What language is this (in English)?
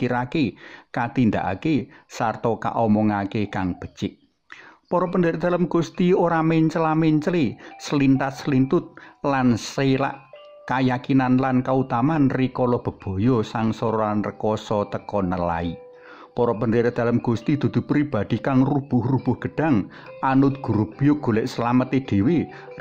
Javanese